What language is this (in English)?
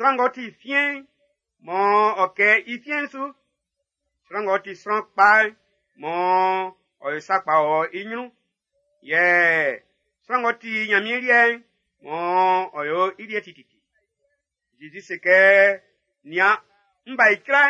Baoulé